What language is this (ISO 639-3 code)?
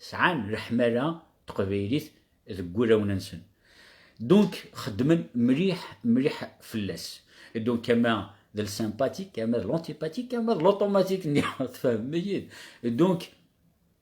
kab